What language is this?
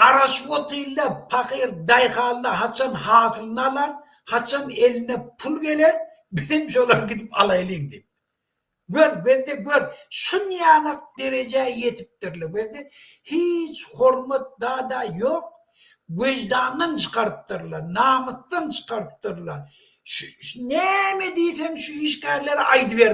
Turkmen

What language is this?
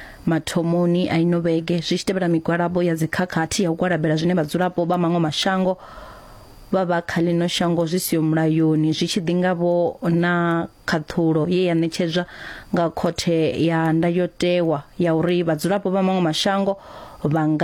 Venda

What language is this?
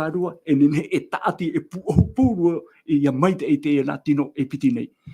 Tahitian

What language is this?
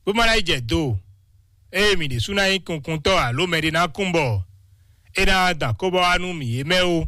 Fon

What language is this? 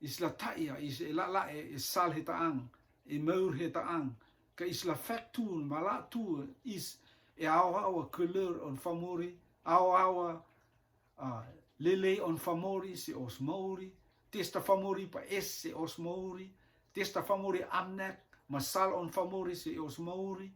Rotuman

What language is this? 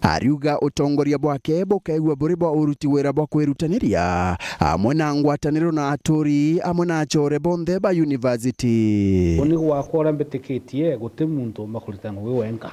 Meru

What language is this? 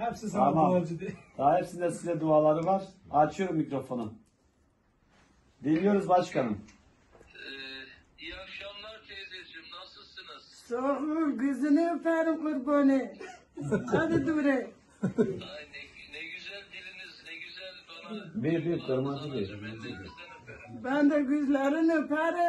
Turkish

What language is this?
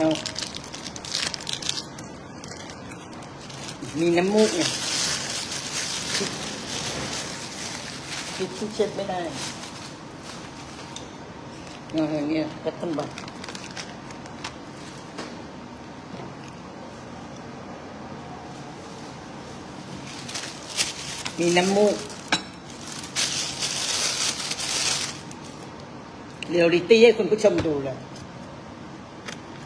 Thai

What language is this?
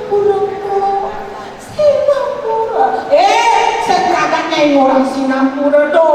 Balinese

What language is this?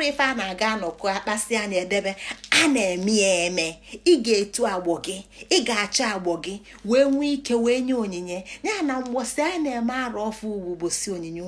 Igbo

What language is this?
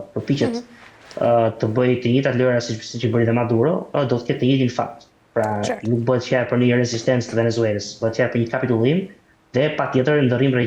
Albanian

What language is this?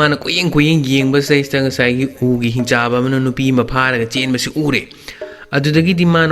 Manipuri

